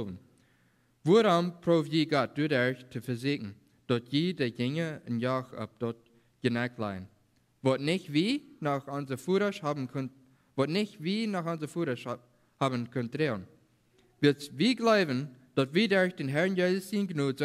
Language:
Plautdietsch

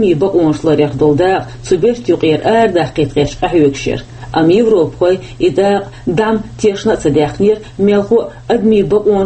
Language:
Chechen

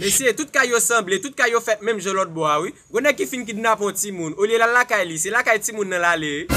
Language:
Haitian Creole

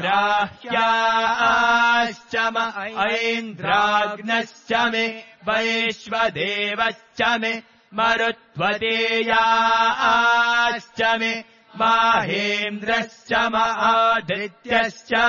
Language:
Sanskrit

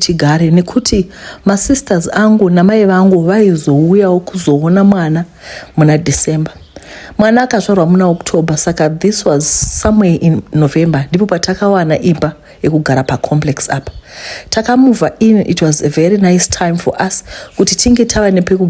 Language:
Shona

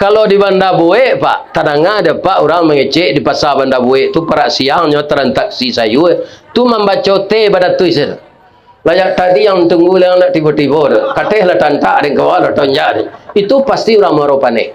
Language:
Minangkabau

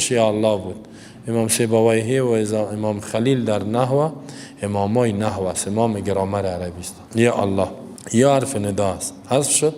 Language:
Persian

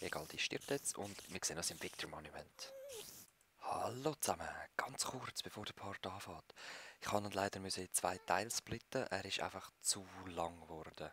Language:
Swiss German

